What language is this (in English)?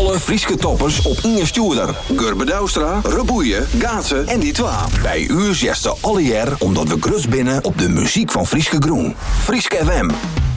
Dutch